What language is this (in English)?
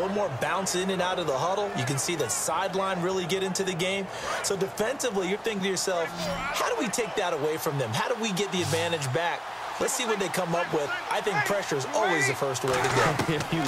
English